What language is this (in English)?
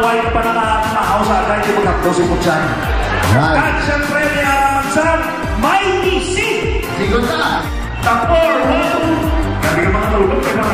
Hiligaynon